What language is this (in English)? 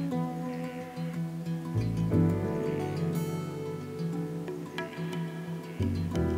Afrikaans